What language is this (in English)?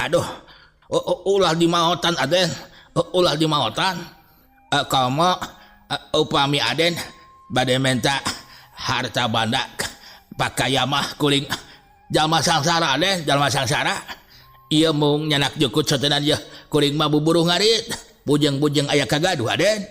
Sundanese